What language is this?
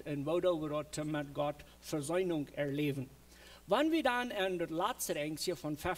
Plautdietsch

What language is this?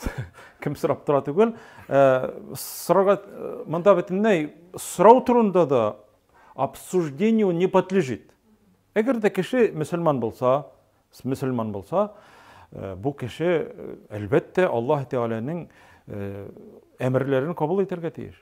Tatar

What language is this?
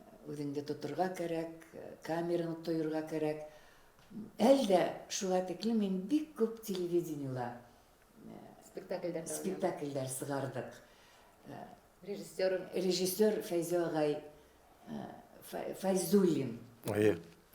Bashkir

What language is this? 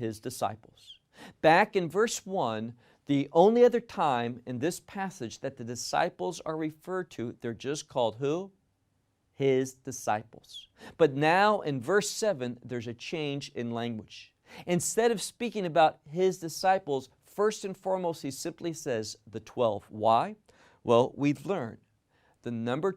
English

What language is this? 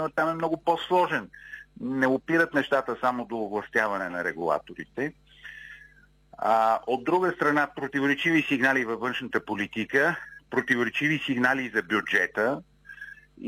Bulgarian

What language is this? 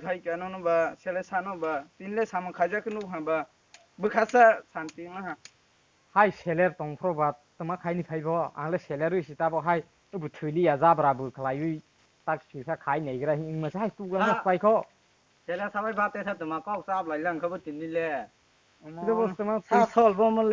Kok Borok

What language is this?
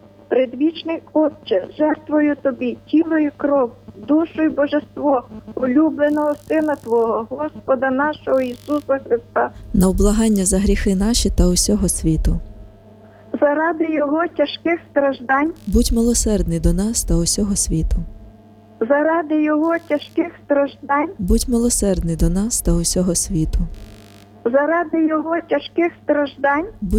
Ukrainian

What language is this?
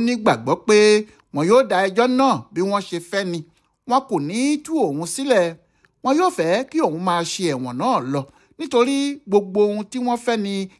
Yoruba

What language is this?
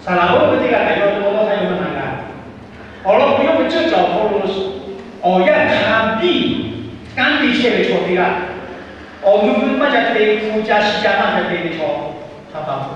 Lahu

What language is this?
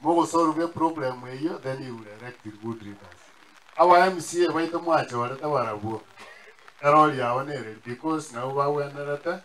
Gusii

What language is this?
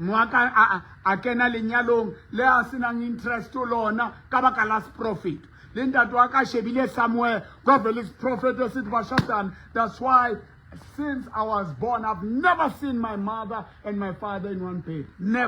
Southern Sotho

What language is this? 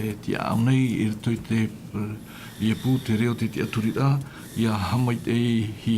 Tahitian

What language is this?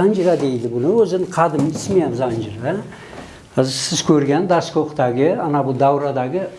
Uzbek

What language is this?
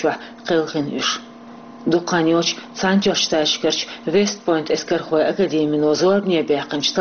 Chechen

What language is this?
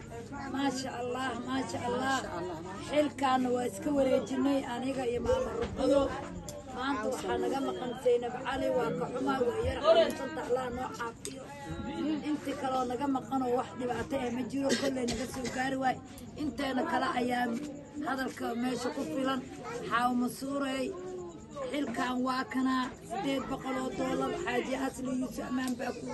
Somali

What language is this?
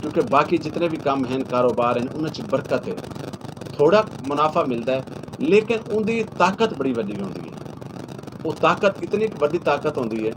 Saraiki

